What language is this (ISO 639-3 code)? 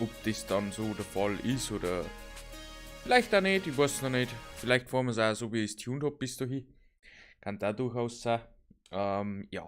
bar